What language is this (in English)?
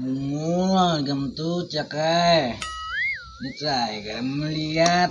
Banjar